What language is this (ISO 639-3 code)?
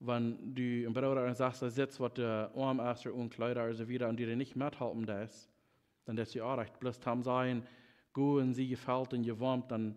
pdt